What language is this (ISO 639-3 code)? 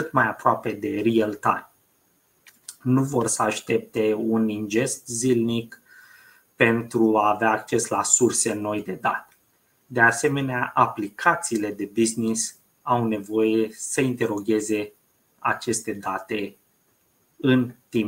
ron